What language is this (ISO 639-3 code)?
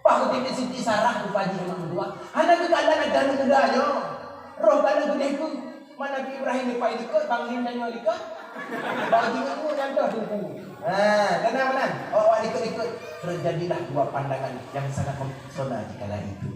ace